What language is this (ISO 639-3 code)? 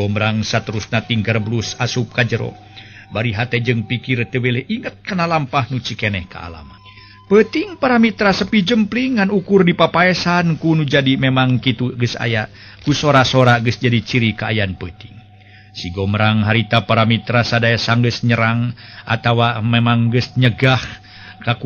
sun